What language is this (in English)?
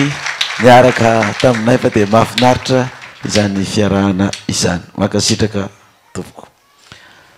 Malagasy